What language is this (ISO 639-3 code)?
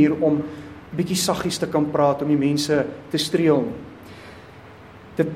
afr